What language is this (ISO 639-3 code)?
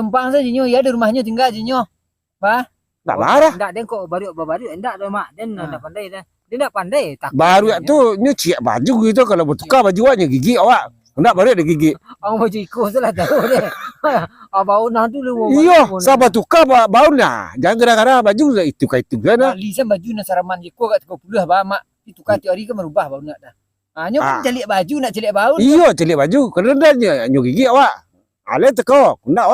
min